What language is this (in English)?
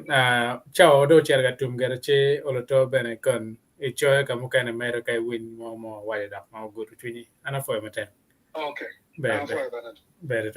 Acoli